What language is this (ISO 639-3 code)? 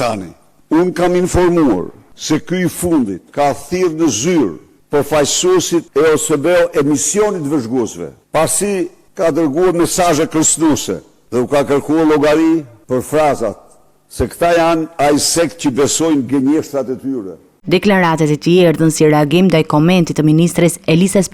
sqi